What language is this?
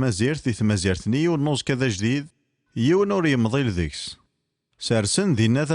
Kabyle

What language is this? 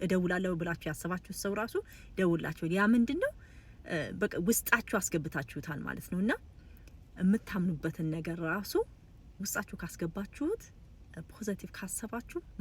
Amharic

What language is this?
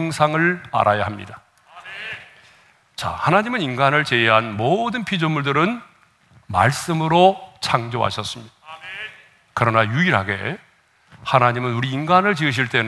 Korean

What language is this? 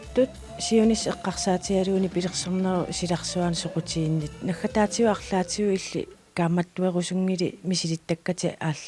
Kalaallisut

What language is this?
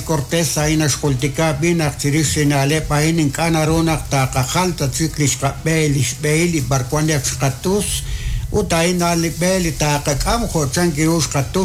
Kekchí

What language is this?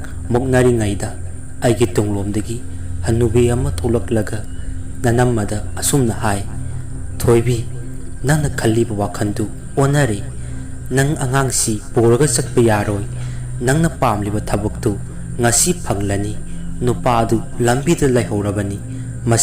Manipuri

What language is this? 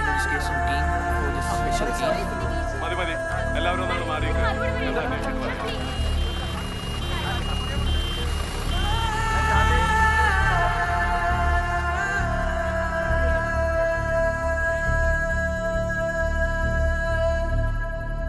Malayalam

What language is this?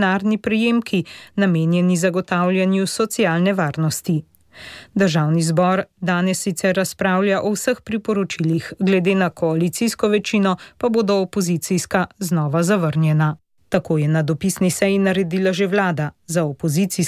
Slovenian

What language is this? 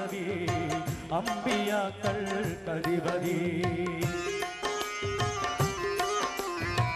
Malayalam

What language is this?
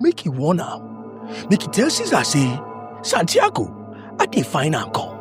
Nigerian Pidgin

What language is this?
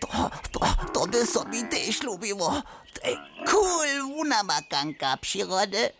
Upper Sorbian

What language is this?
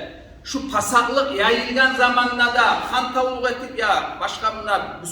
Kumyk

